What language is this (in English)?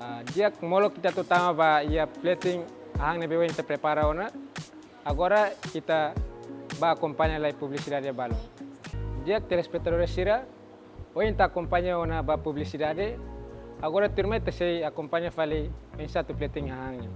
Tetum